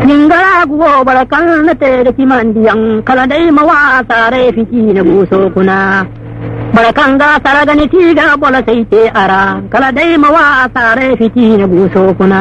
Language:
Zarma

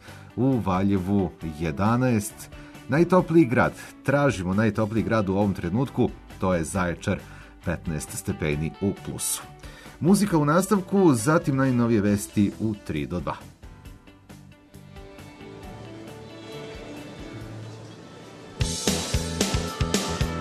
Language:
Serbian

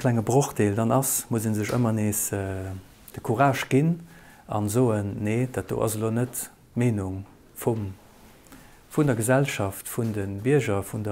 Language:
Luxembourgish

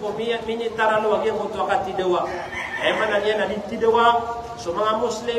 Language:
Maranao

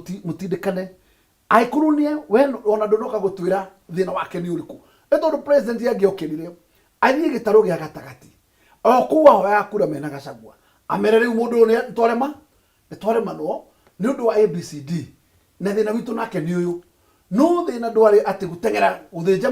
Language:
Kikuyu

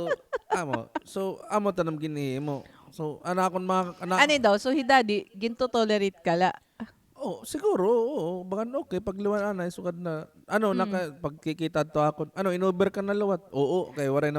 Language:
Waray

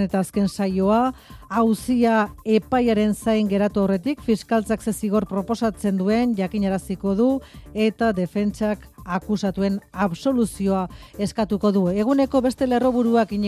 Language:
Basque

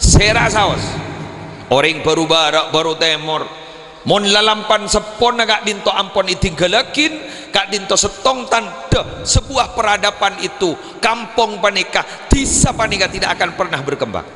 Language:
Madurese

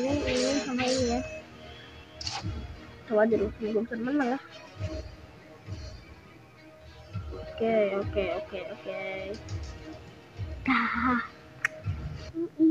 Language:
Indonesian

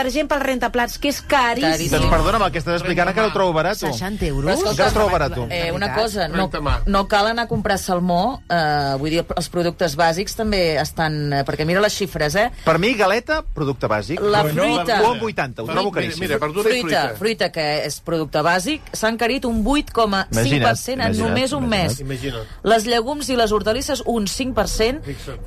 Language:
Catalan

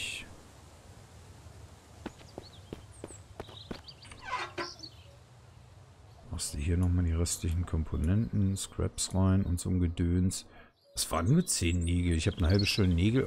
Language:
German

